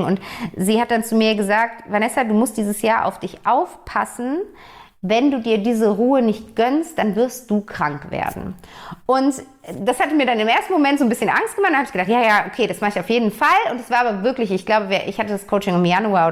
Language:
German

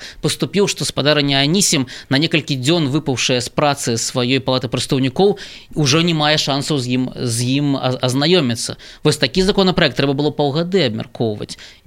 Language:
Belarusian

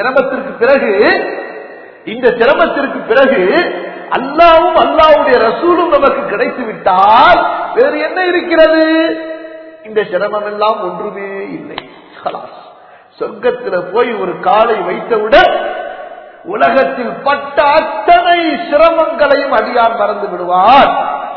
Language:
Tamil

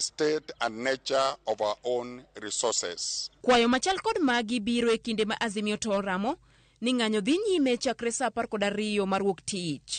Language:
Luo (Kenya and Tanzania)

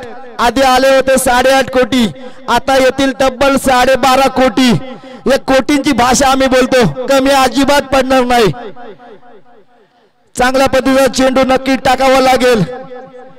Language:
Marathi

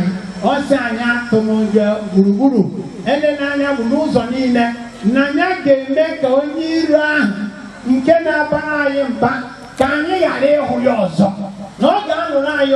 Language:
Igbo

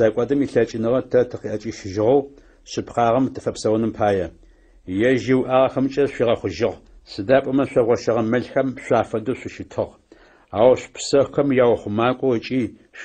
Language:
Adyghe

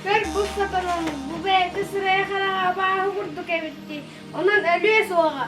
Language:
Yakut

